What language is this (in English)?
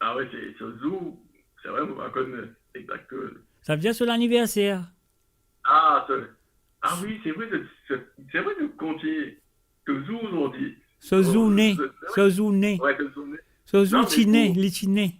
Morisyen